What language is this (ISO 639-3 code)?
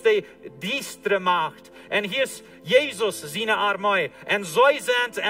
pdt